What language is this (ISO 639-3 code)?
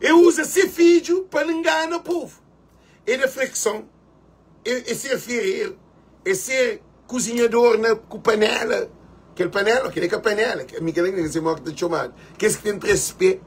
kea